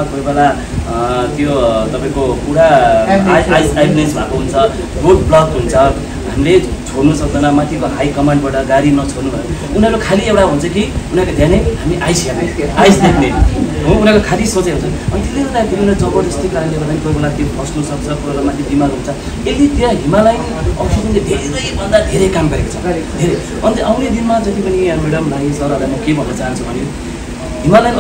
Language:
Nepali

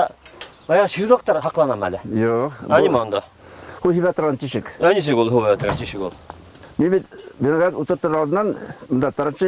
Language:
Bashkir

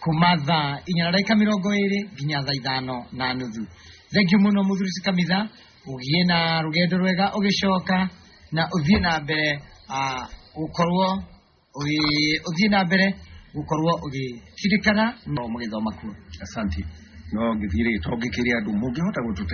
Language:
Kikuyu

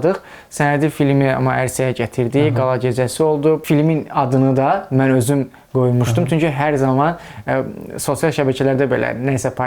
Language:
Azerbaijani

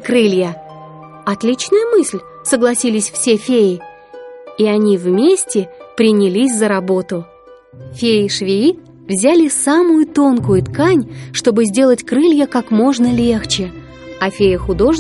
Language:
Russian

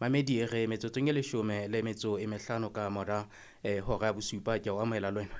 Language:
Southern Sotho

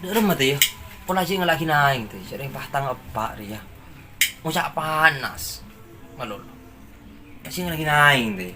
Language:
Madurese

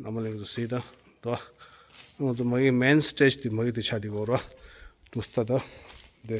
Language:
Tibetan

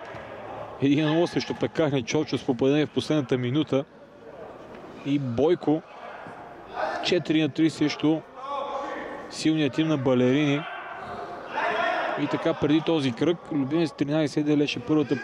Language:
Bulgarian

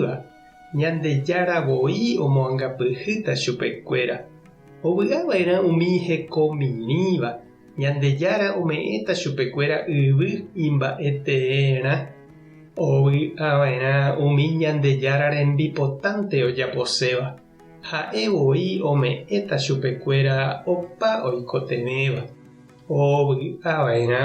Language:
Guarani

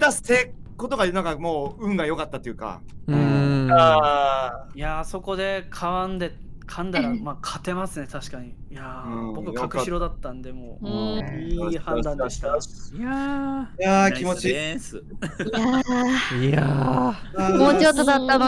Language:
Japanese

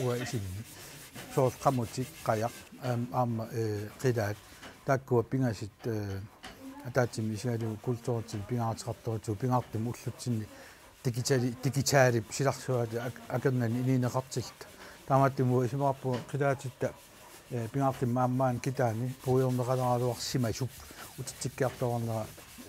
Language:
Kalaallisut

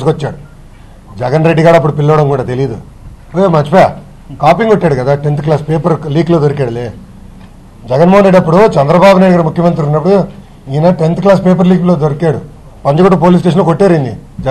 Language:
Telugu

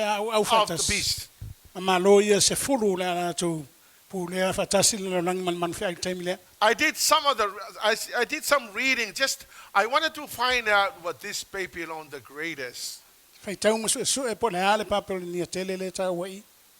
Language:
Samoan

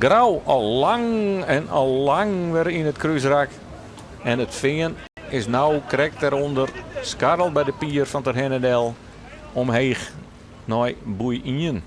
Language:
Western Frisian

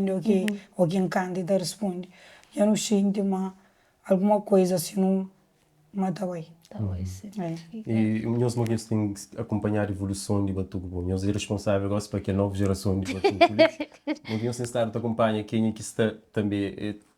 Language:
Kabuverdianu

